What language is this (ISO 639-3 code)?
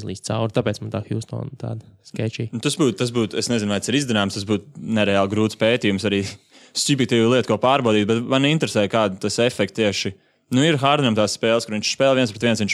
lav